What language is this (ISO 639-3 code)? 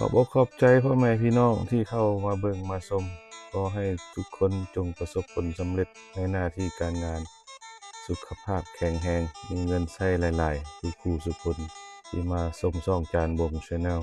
lao